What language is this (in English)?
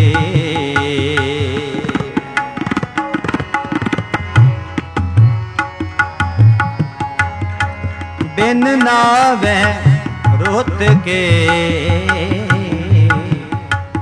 Punjabi